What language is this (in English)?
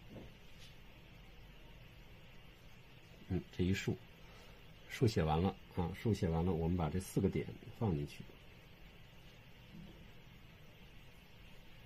Chinese